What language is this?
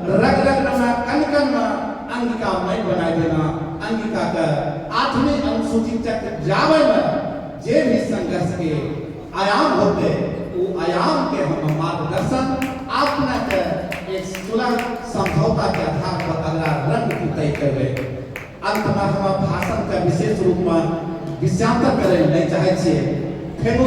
Angika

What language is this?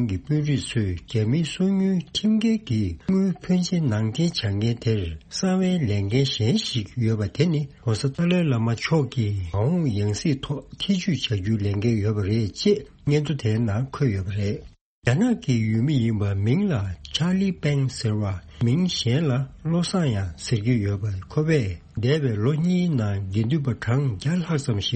Tibetan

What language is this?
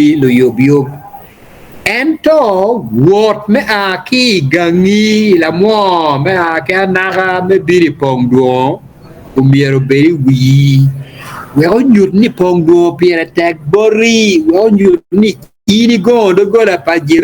Acoli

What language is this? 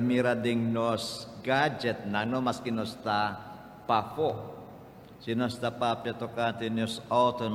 Papiamento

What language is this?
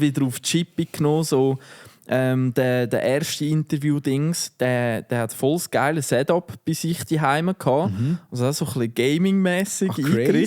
Swiss German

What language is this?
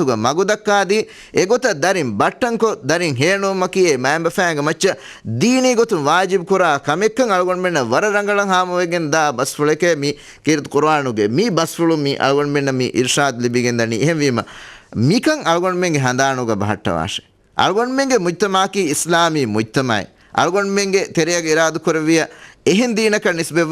Divehi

